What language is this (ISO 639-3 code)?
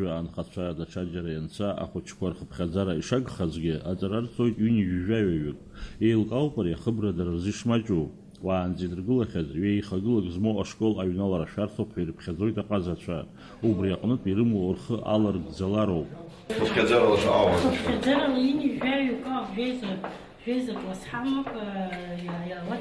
abk